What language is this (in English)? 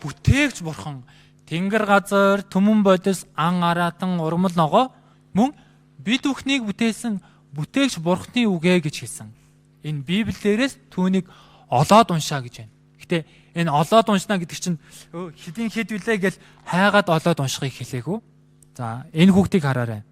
Mongolian